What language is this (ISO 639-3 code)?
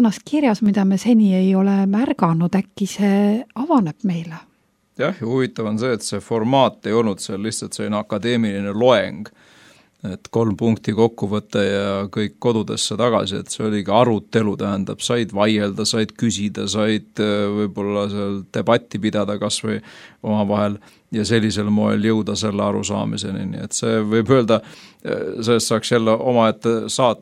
est